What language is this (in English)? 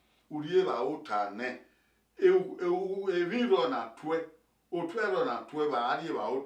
Bini